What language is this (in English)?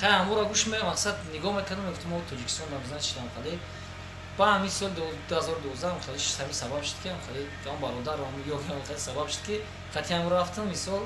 Tajik